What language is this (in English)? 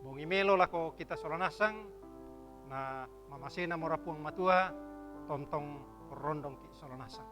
Toraja-Sa'dan